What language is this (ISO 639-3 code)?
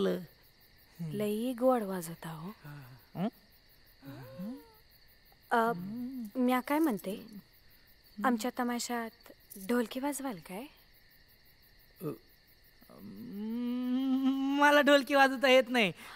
mar